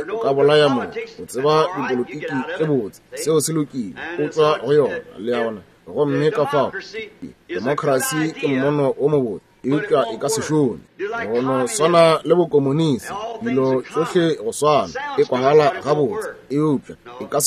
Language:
Northern Sotho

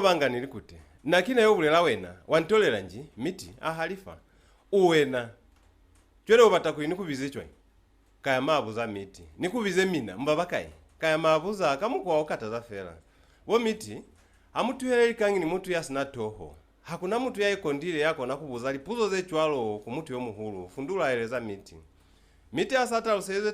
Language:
Lozi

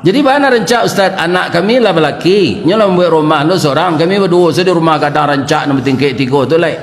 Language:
Minangkabau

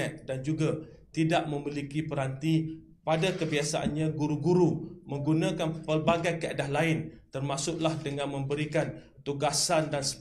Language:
Malay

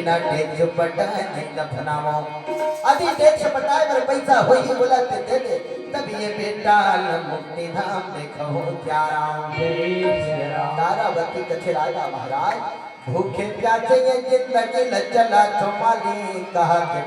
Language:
Chhattisgarhi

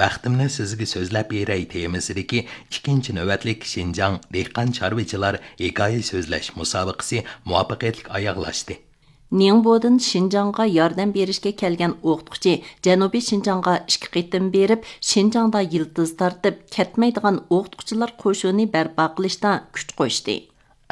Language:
Uyghur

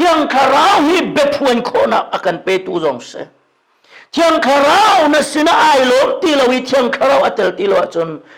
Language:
Hakha Chin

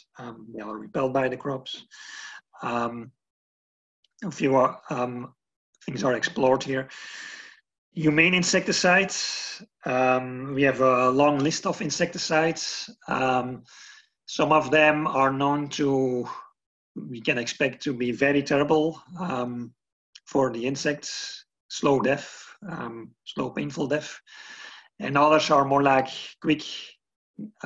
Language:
English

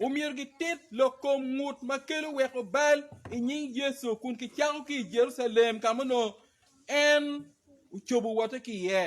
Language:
Acoli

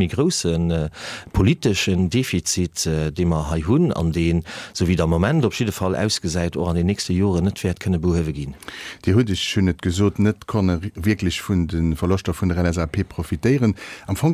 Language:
Luxembourgish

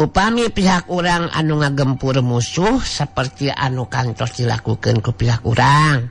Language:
Sundanese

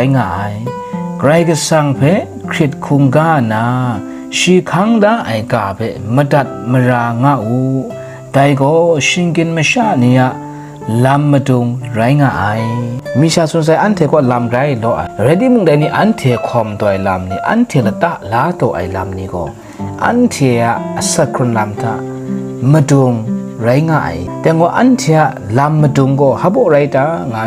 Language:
Kachin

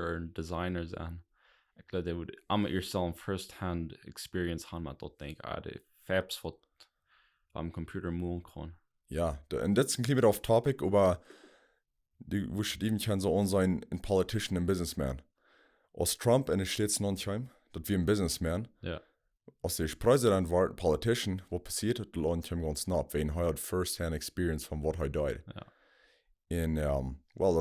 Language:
Plautdietsch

